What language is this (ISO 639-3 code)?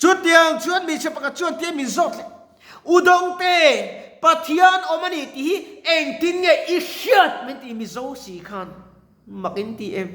lus